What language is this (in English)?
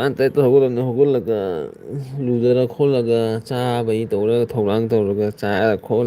Manipuri